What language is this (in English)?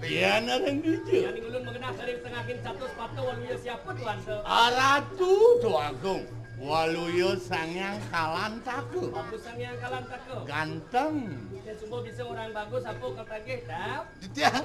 Balinese